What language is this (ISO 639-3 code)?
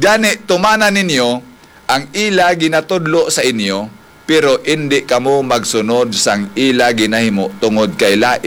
hil